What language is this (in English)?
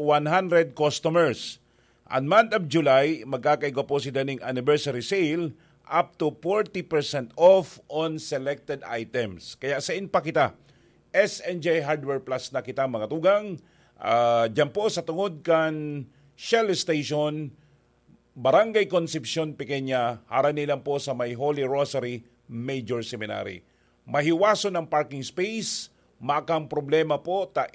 Bikol